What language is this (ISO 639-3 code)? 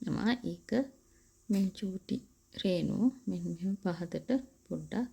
sin